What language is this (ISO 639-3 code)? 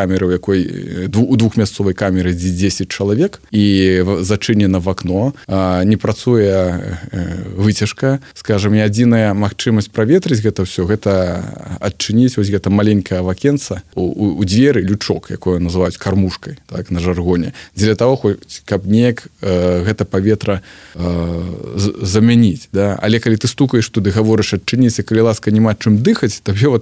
bel